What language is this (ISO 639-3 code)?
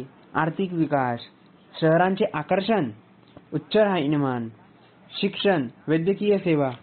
mar